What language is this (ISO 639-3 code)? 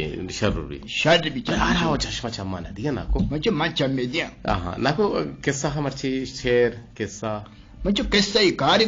bgp